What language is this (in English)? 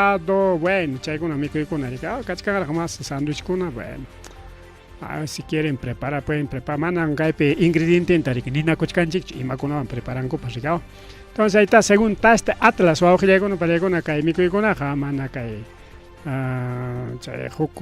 Ayacucho Quechua